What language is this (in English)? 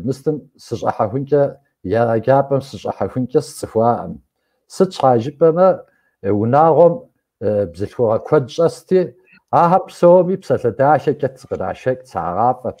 Kabardian